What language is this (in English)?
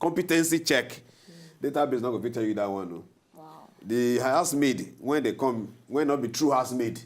Nigerian Pidgin